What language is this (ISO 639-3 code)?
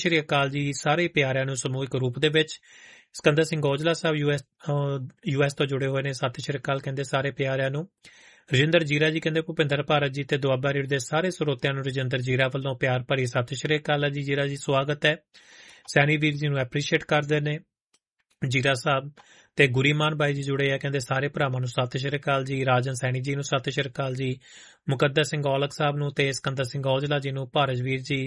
pan